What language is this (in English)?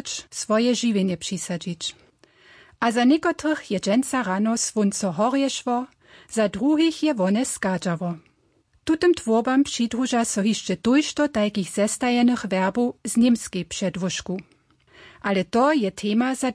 Upper Sorbian